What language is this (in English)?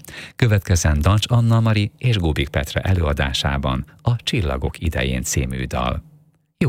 Hungarian